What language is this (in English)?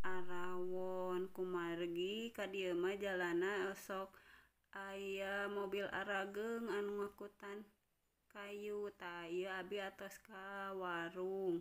Sundanese